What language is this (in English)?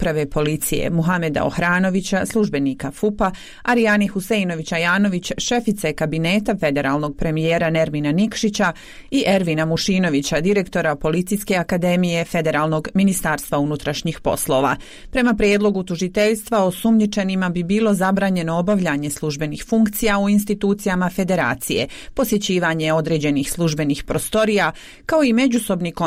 Bosnian